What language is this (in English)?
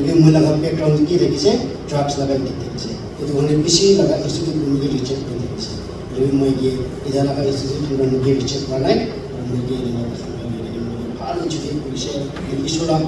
Naga Pidgin